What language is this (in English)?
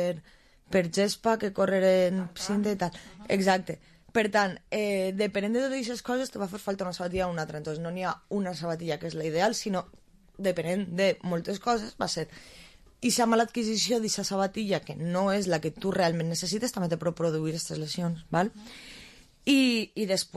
Catalan